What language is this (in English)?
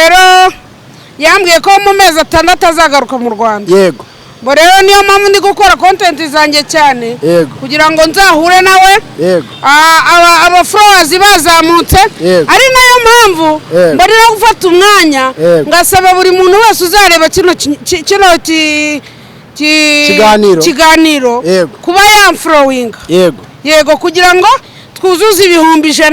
Kinyarwanda